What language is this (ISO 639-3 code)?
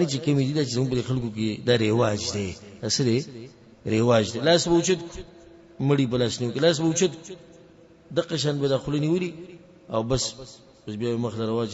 pus